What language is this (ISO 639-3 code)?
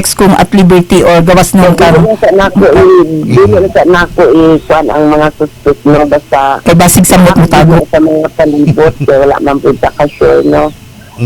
ceb